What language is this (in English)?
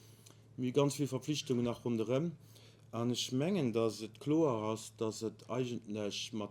Luxembourgish